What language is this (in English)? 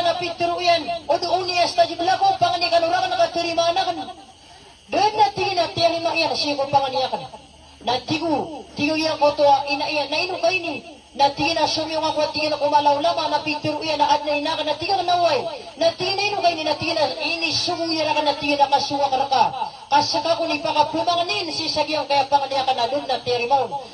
Maranao